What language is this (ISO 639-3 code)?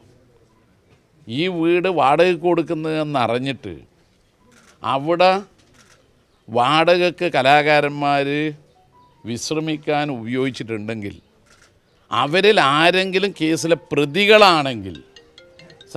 mal